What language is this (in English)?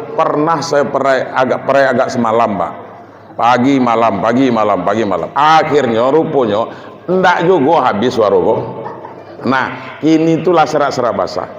Minangkabau